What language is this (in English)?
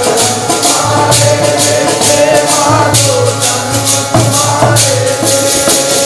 Punjabi